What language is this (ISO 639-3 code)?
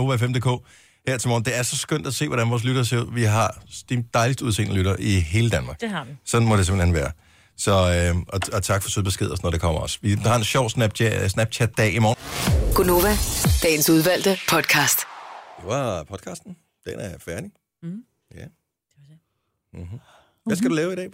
dan